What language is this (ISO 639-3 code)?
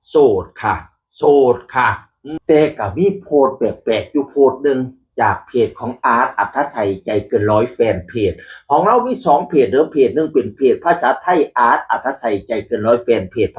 tts